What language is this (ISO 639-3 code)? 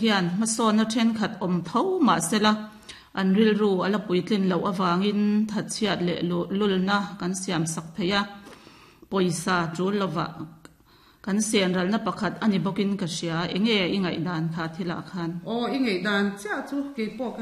lus